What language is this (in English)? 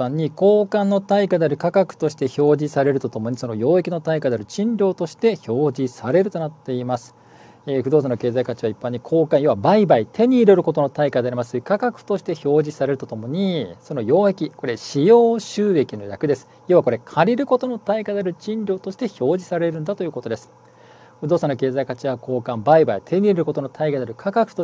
Japanese